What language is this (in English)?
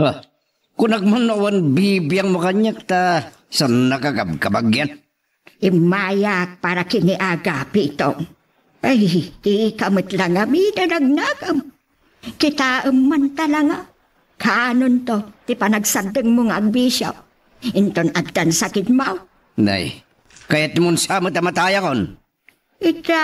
Iloko